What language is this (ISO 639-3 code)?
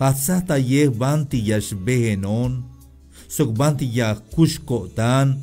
tzh